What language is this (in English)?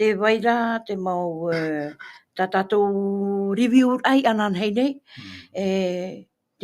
Tahitian